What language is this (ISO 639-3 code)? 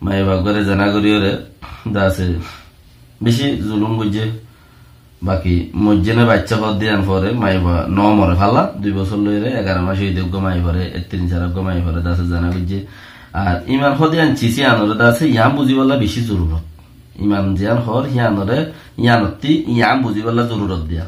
rhg